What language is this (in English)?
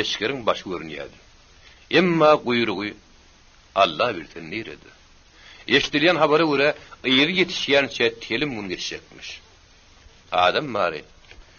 Turkmen